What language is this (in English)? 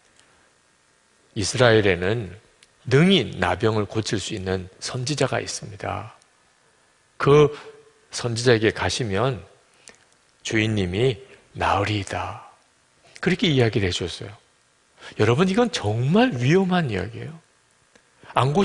Korean